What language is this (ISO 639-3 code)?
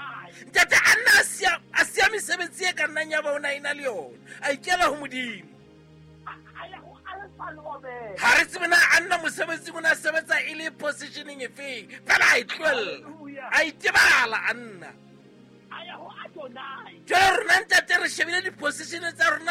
sot